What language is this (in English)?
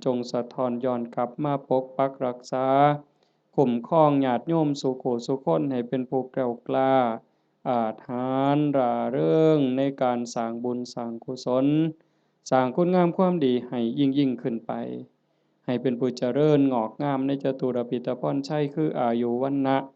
Northeastern Thai